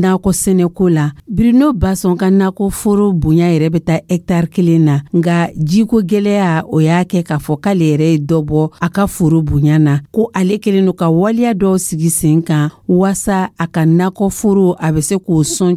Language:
Dyula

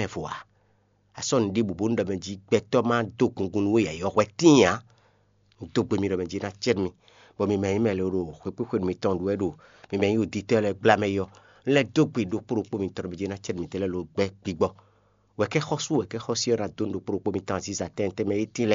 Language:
Fon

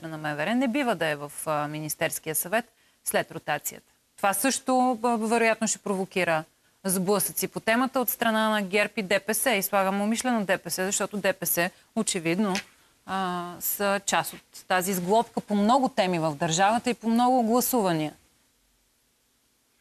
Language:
Bulgarian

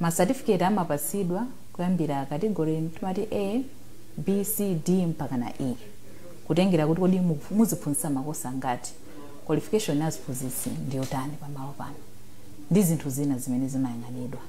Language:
Nyanja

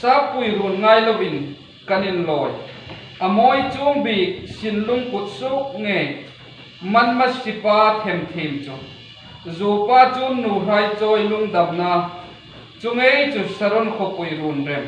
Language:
Hmar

